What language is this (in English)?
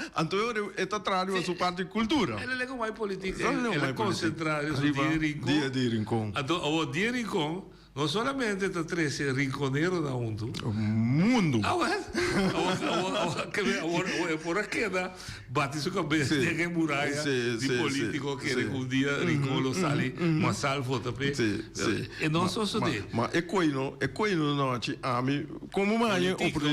Papiamento